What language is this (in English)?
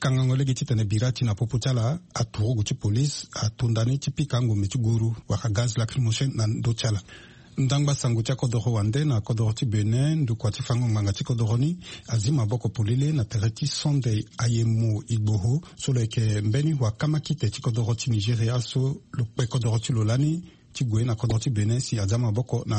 Sango